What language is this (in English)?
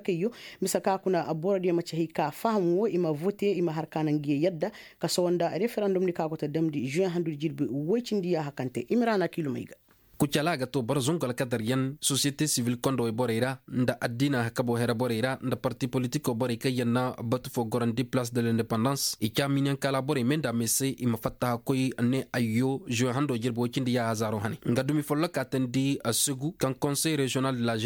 Koyraboro Senni